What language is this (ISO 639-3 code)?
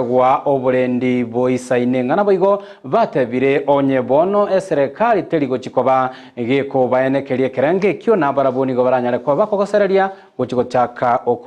guz